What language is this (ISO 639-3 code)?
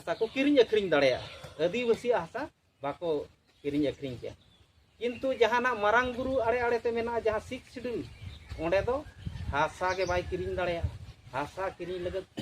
sat